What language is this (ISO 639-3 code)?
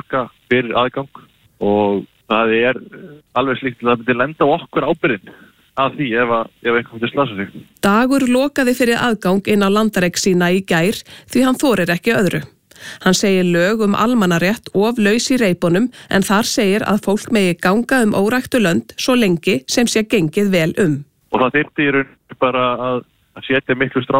isl